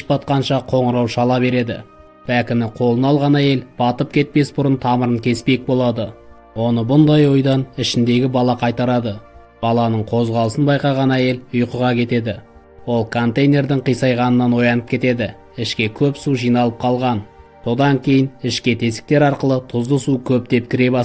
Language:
Kazakh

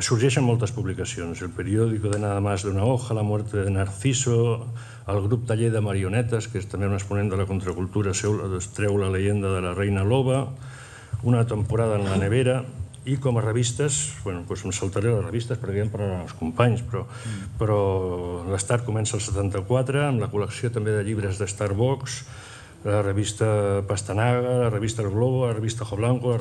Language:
Catalan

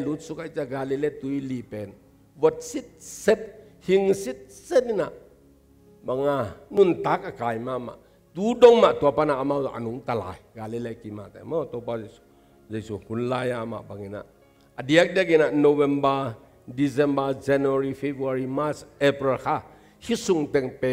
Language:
Tedim Chin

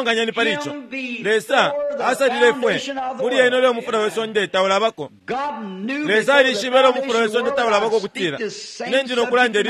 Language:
Bemba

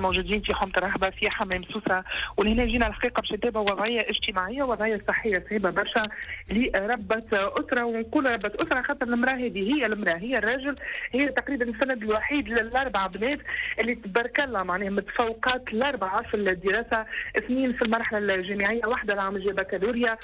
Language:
Tunisian Arabic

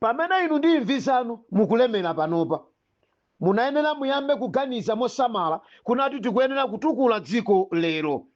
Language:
Nyanja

